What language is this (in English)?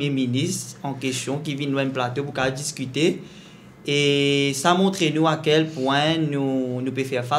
Morisyen